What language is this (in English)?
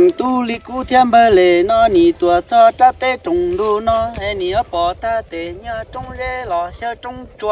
Hmong